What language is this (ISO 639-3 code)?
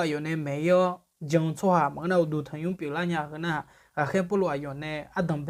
ahk